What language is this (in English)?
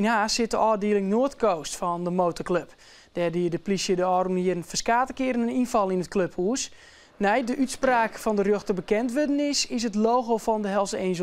Western Frisian